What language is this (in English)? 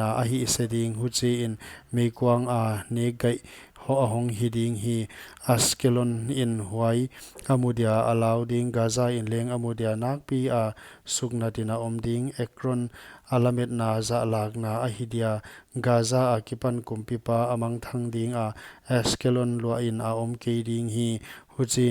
Paite Chin